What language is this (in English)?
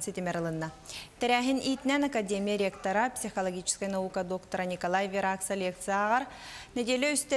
Yakut